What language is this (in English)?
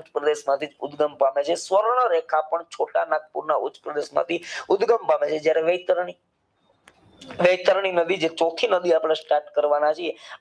Gujarati